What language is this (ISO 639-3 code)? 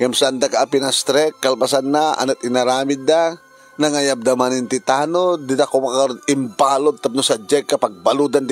ilo